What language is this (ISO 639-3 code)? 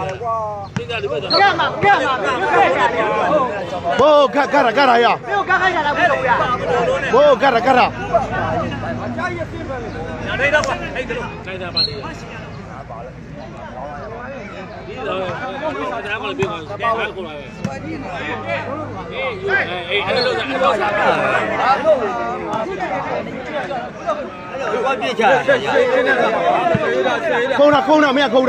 mya